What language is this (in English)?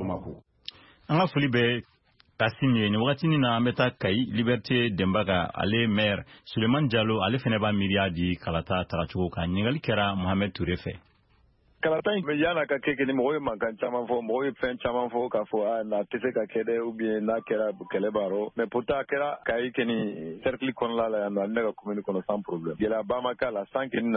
Bambara